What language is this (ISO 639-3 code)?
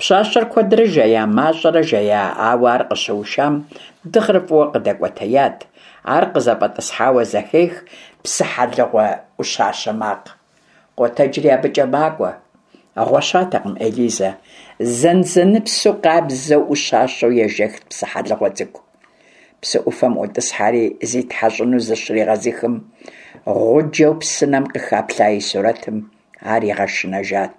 kbd